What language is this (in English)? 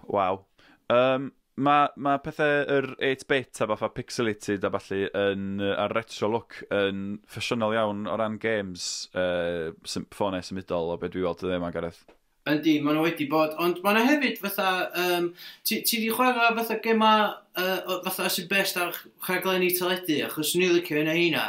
Welsh